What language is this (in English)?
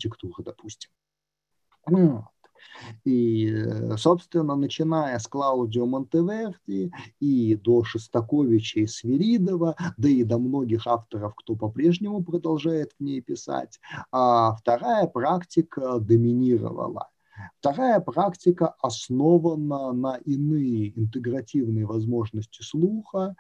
Russian